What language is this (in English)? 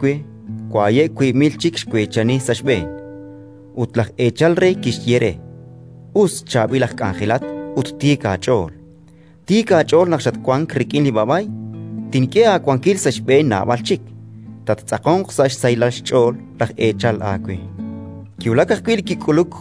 Kekchí